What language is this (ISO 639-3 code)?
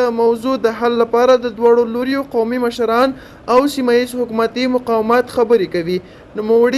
pus